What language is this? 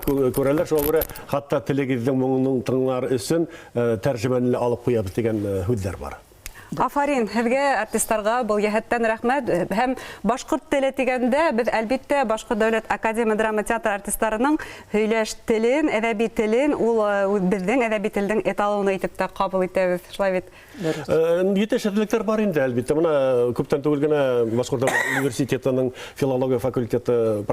Bashkir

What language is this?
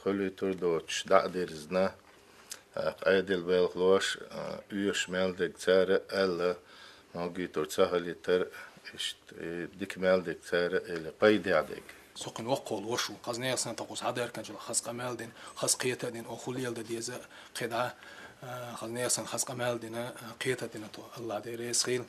Chechen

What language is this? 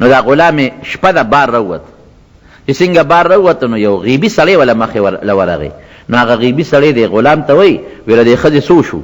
Pashto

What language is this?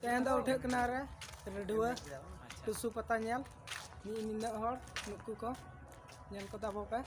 Santali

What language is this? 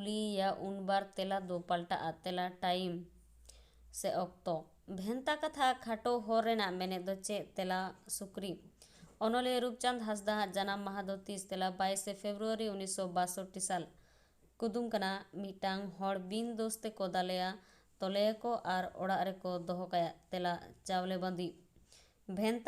Santali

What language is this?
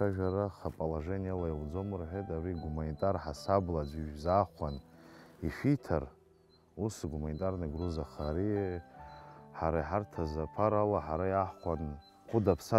Abkhazian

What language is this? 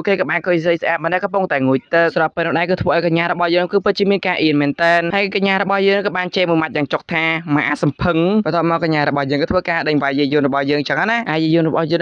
Khmer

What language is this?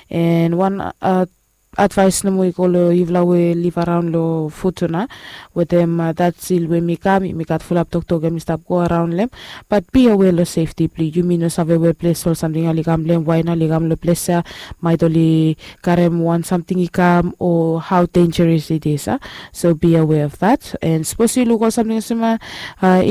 Bislama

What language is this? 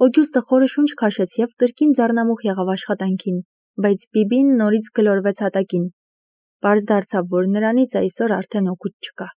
Armenian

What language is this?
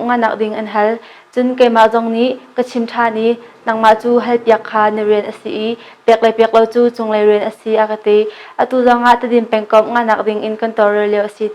Hakha Chin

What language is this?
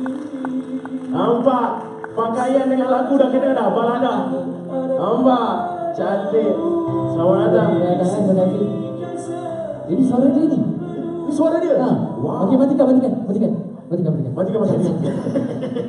Malay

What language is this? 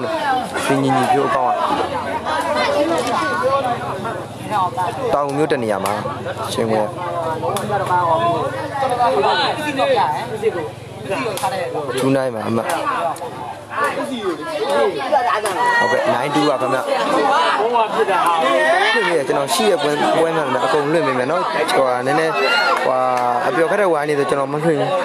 Burmese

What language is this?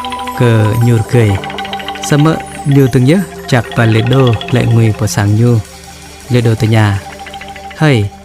Jarai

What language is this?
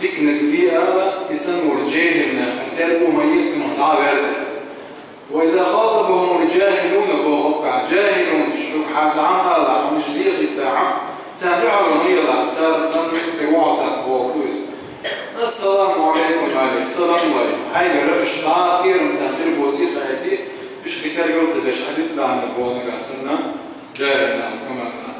Chechen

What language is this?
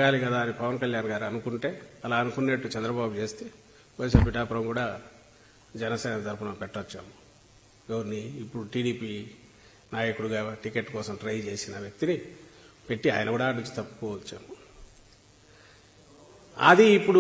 Telugu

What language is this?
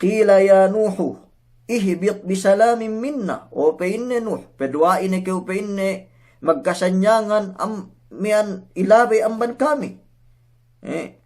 Yakan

